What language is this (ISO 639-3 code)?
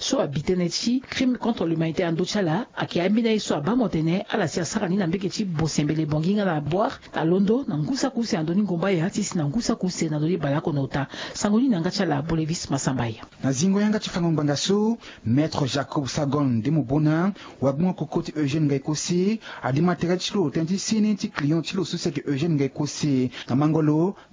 sag